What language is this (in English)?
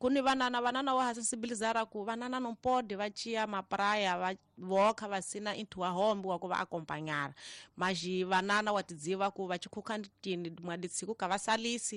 Tsonga